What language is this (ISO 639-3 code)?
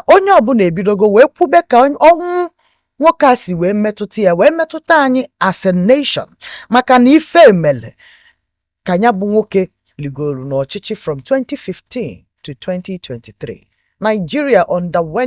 ibo